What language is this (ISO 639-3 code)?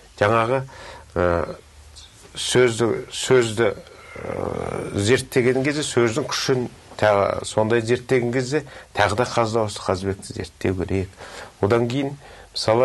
kaz